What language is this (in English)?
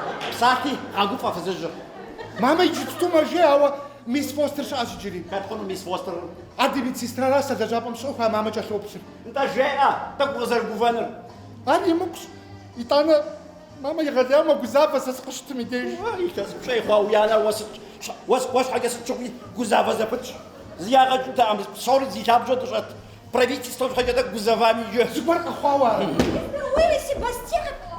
Kabardian